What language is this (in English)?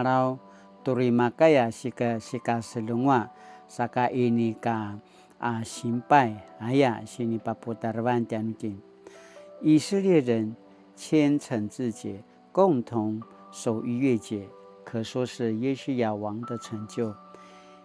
Paiwan